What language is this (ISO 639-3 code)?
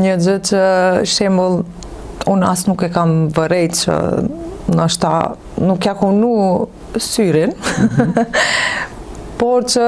sqi